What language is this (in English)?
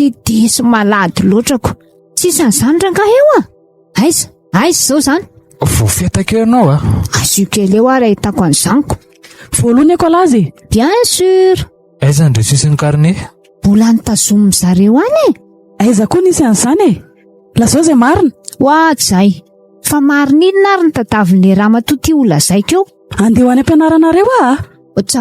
Malagasy